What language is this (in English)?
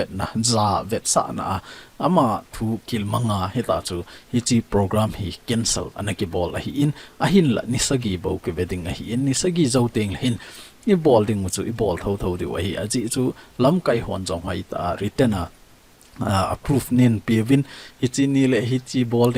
Thado Chin